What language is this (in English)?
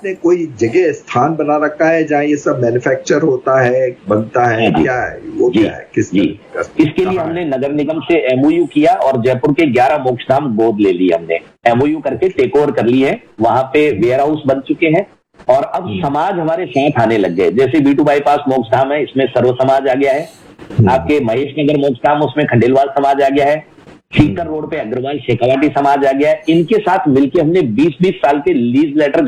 Hindi